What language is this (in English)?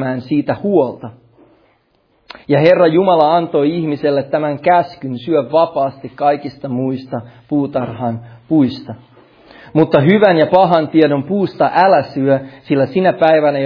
Finnish